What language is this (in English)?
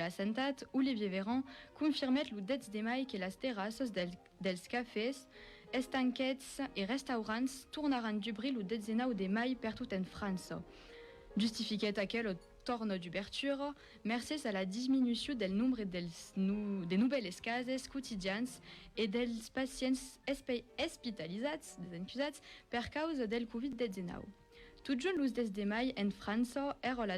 Occitan